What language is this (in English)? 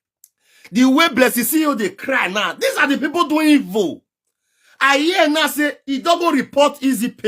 Nigerian Pidgin